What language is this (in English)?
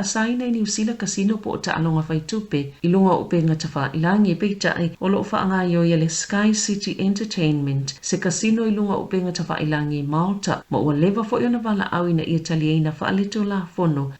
Samoan